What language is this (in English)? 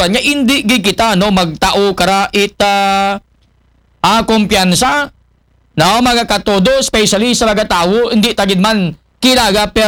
Aklanon